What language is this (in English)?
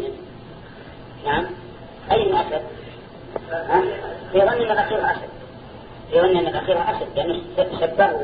Arabic